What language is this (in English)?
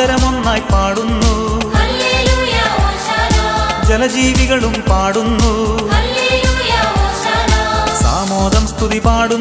Malayalam